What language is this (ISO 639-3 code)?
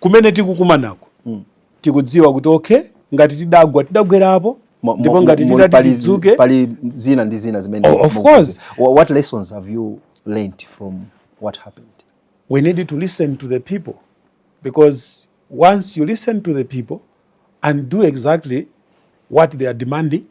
nya